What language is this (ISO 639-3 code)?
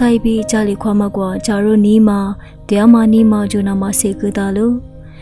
lis